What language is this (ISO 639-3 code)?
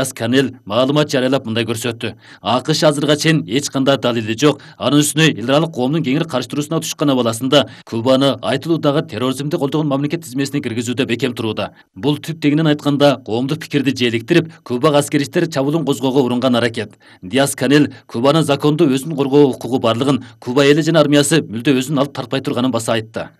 kir